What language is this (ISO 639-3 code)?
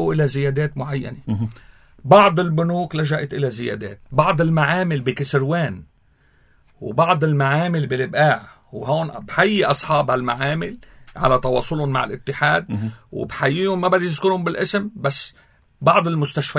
apc